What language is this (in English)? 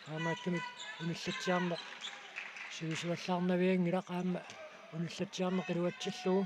Kalaallisut